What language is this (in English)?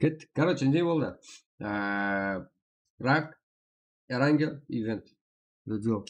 Kara-Kalpak